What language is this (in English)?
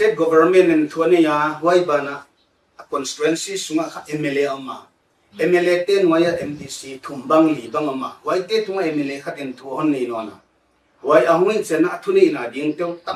Paite Chin